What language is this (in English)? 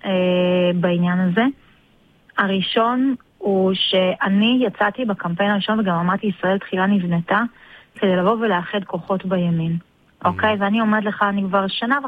Hebrew